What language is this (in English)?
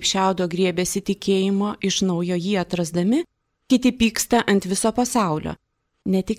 Lithuanian